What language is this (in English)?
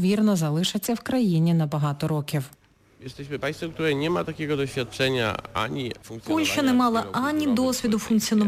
Ukrainian